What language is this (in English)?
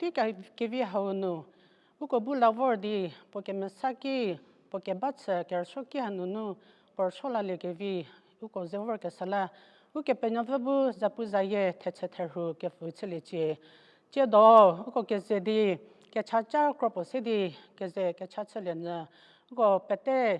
Angami Naga